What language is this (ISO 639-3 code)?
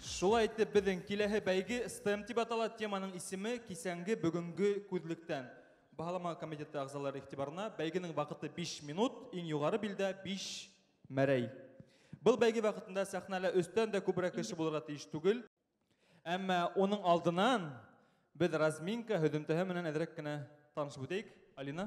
bak